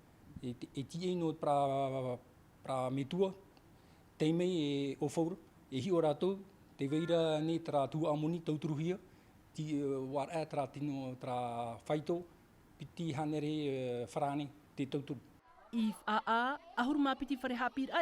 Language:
Tahitian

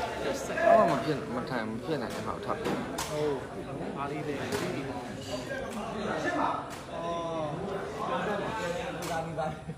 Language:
Burmese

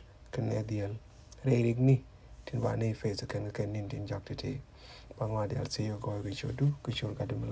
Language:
Nuer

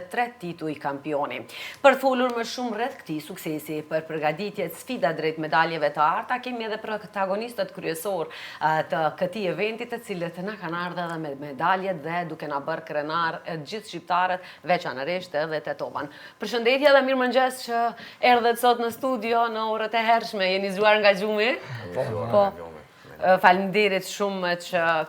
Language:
Albanian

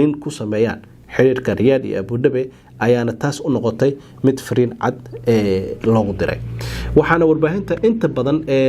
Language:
Somali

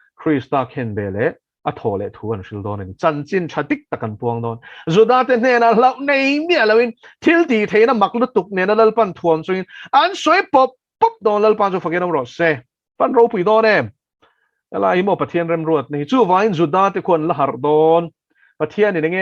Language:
Mizo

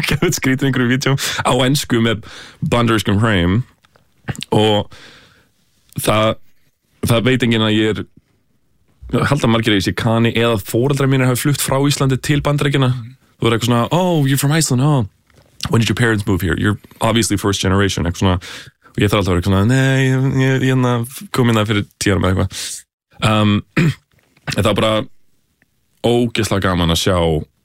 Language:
Icelandic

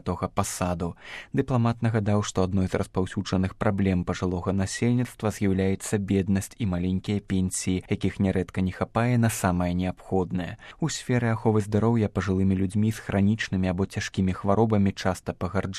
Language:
Belarusian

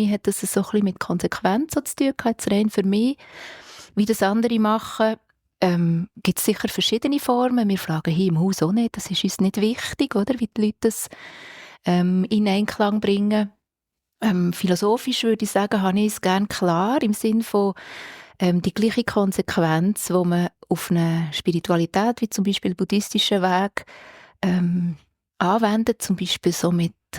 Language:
Swiss German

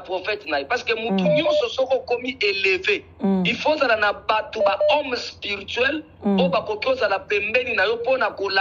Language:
Lingala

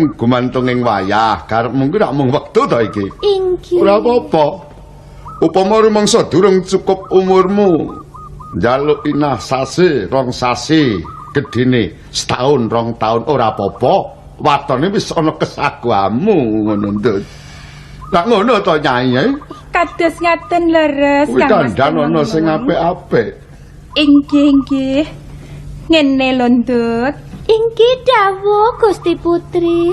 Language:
Javanese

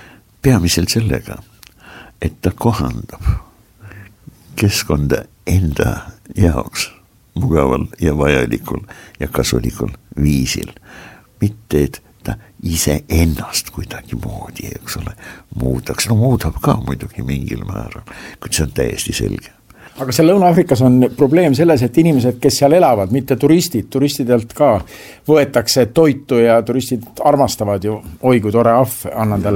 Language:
Estonian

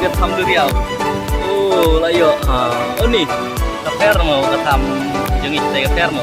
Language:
Khasi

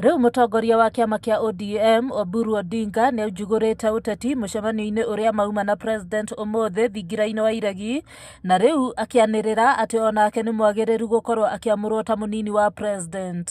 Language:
Kikuyu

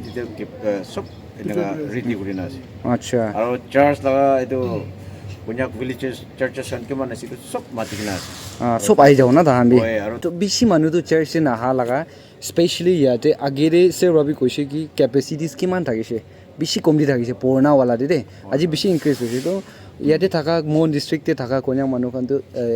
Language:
Naga Pidgin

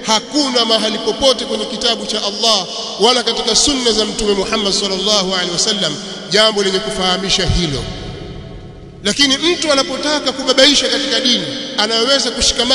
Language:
Swahili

